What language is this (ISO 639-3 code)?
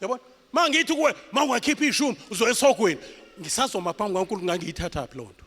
zul